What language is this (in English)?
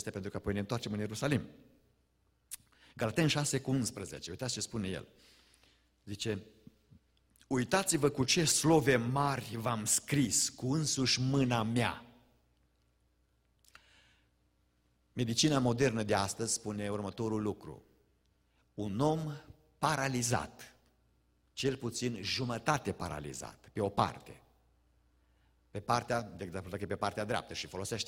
Romanian